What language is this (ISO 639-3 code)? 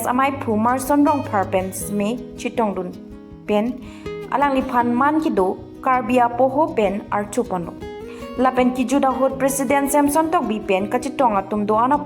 mjw